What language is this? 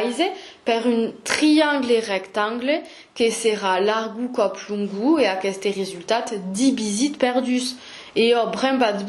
Occitan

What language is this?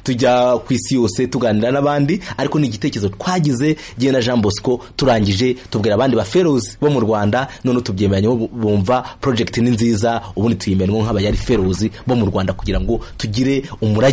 Kinyarwanda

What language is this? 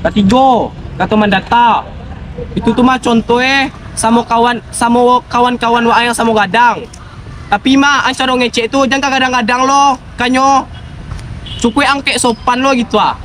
Minangkabau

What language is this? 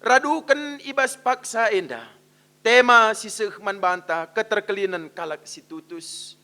Batak Karo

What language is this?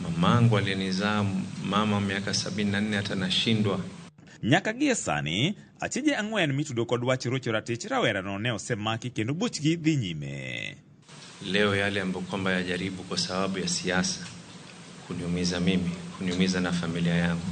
Luo (Kenya and Tanzania)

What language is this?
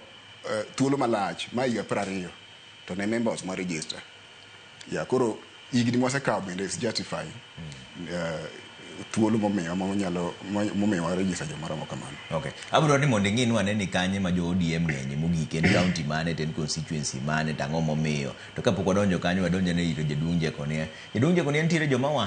Luo (Kenya and Tanzania)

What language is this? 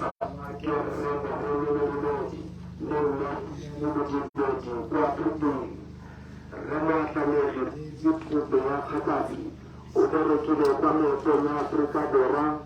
Tswana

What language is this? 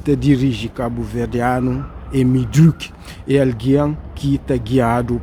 Kabuverdianu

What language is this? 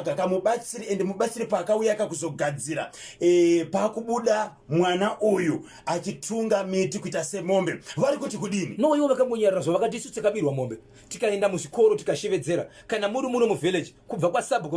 Shona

